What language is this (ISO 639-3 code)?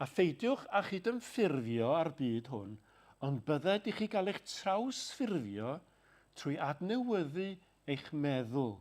cym